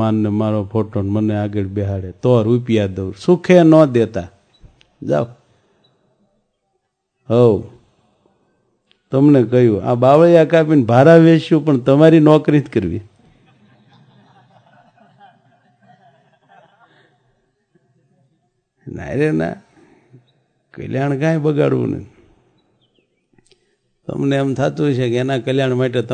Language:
Gujarati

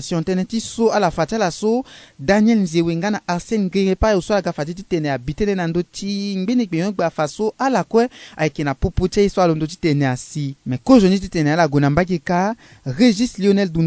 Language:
Sango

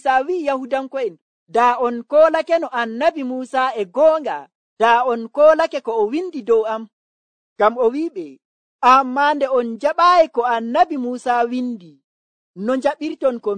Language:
Nigerian Fulfulde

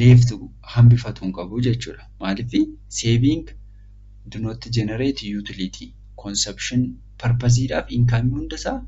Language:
Oromo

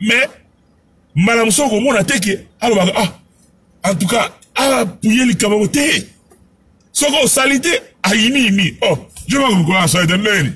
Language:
Lingala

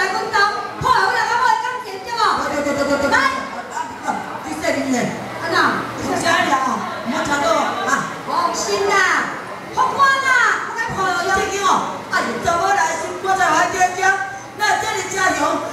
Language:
Min Nan Chinese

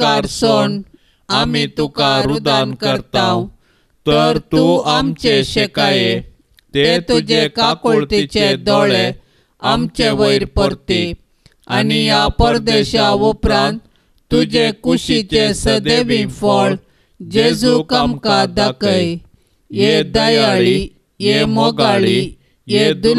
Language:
Konkani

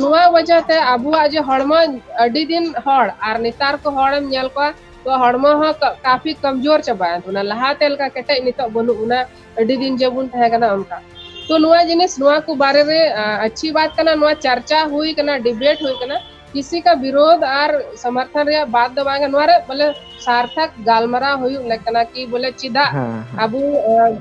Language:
Santali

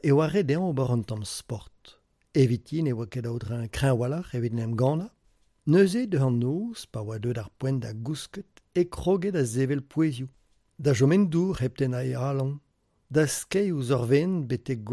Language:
Breton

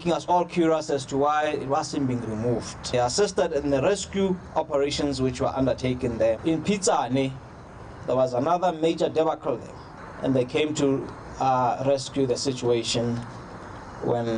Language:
Tswana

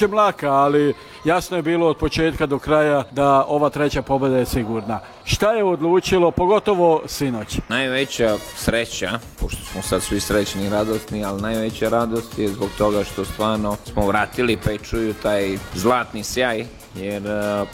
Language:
Serbian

